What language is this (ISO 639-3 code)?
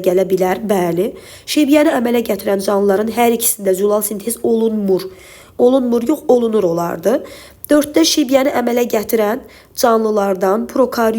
aze